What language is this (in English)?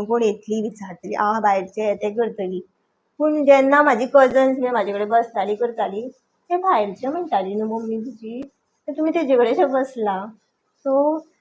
Konkani